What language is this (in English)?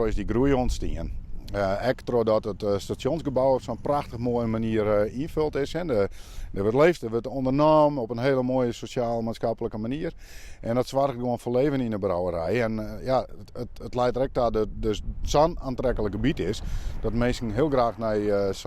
Western Frisian